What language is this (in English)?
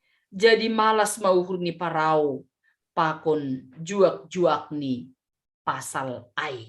Batak Simalungun